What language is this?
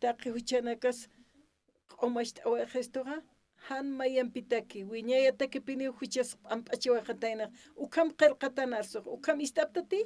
Aymara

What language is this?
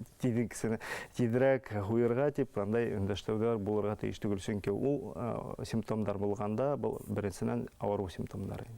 Bashkir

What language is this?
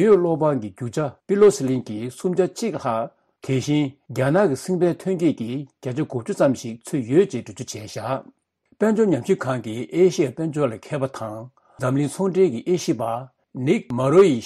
Tibetan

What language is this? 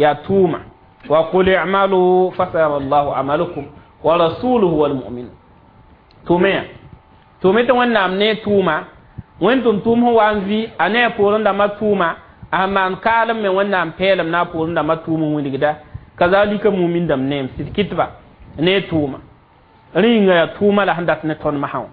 Mossi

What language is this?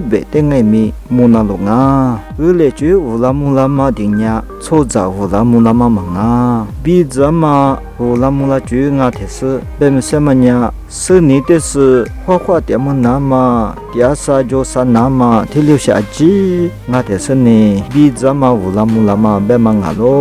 Lisu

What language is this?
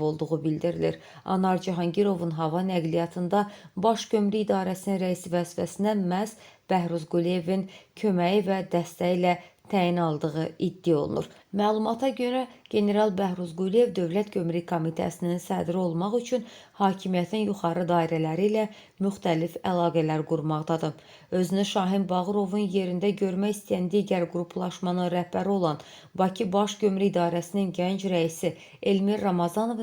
Azerbaijani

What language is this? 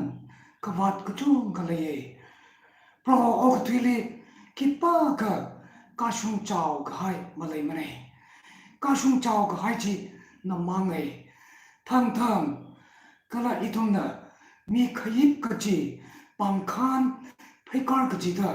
Tangkhul Naga (India)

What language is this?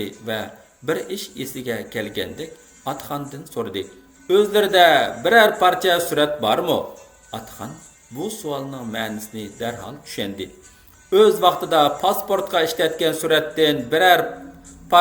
Uyghur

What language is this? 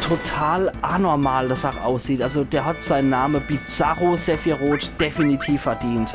Palatine German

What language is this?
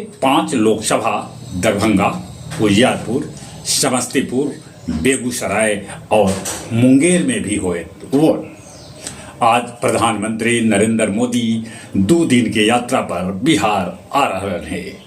Magahi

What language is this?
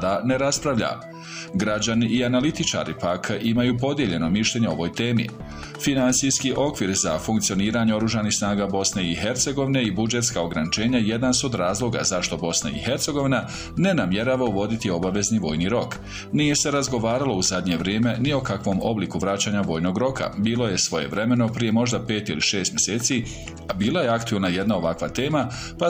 Bosnian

